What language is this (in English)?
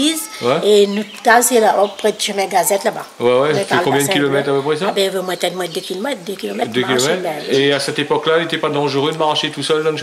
Réunion Creole French